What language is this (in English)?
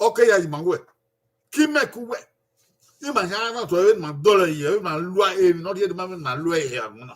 Bini